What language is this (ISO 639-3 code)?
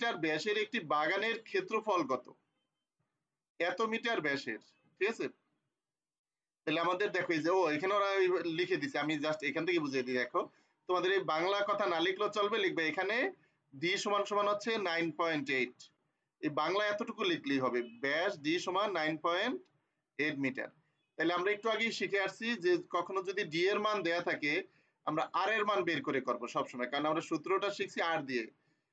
ben